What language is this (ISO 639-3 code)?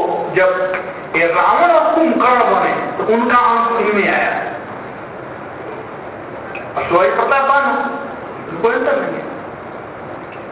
hin